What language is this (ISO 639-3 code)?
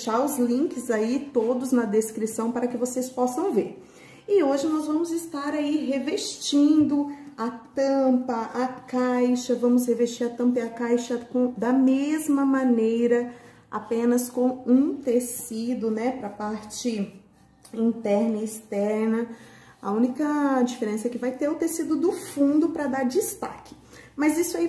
por